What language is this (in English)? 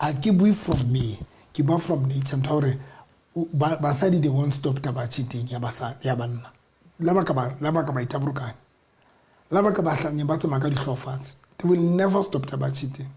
Southern Sotho